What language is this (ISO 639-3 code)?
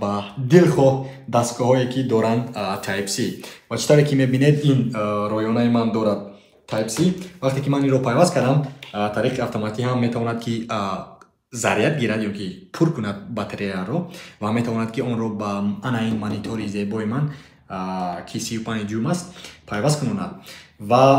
tgk